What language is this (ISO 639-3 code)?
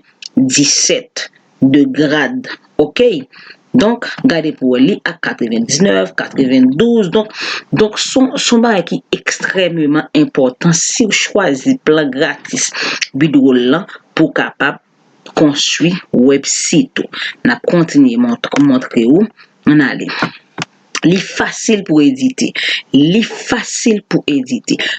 hat